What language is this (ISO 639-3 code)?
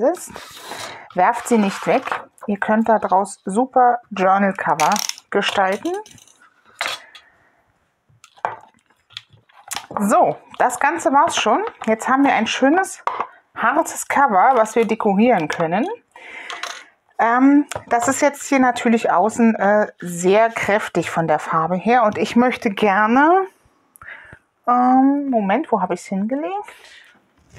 deu